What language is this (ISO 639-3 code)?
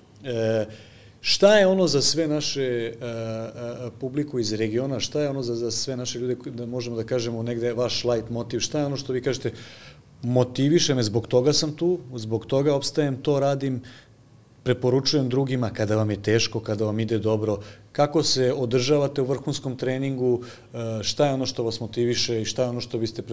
srp